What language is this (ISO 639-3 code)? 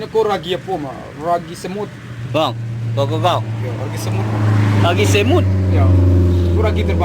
min